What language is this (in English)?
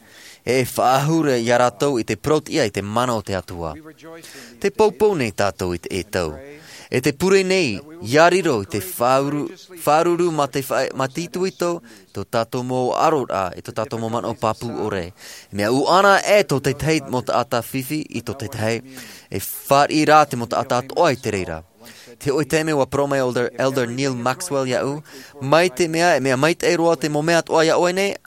Tahitian